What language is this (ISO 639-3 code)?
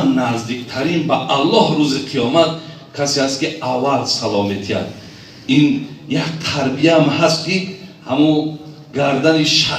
tgk